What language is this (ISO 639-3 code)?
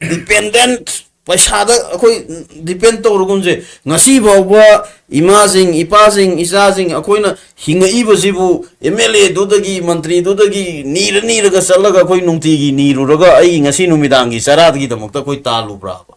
mni